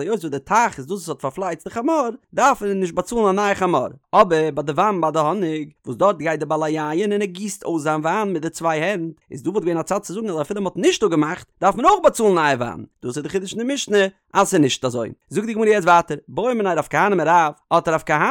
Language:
Yiddish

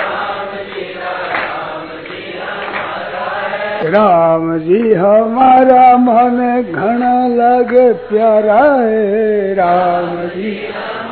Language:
Hindi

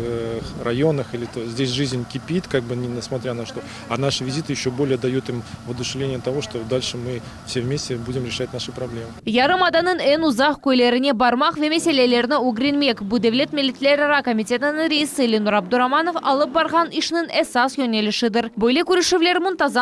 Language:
Crimean Tatar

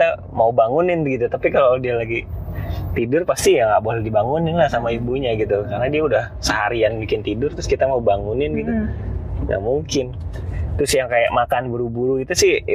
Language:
Indonesian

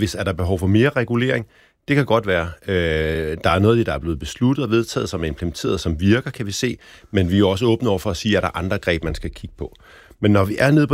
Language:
Danish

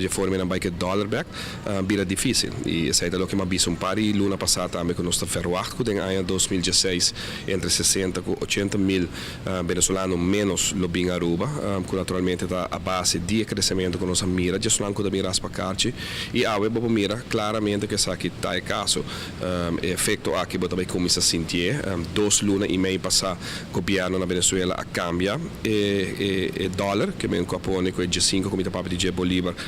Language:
Papiamento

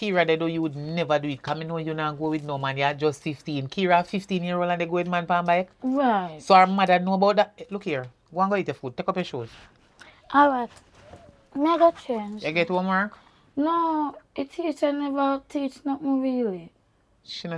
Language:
Jamaican Creole English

